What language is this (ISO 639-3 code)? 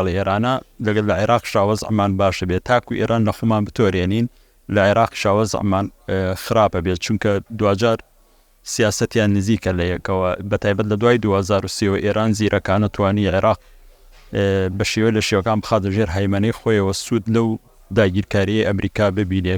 ckb